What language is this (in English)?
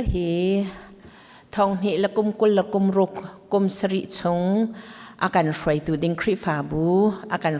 Hakha Chin